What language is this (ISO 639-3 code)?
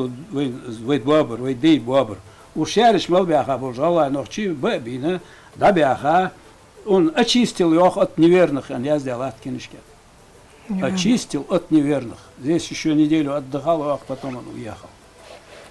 inh